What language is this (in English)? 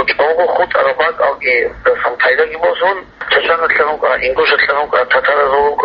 Avaric